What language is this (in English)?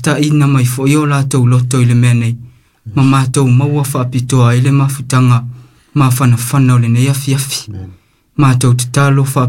Samoan